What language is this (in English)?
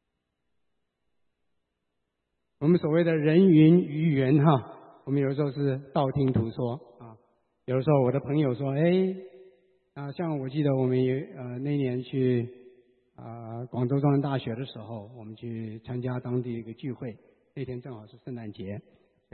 Chinese